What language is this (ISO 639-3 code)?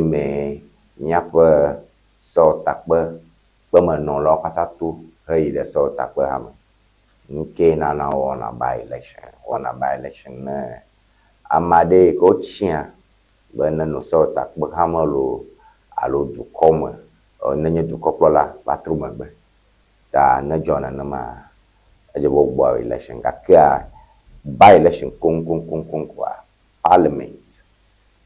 ewe